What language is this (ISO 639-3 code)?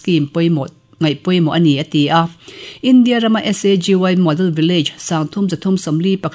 lus